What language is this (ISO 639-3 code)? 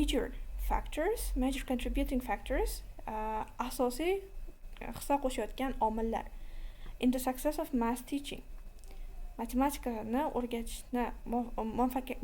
uzb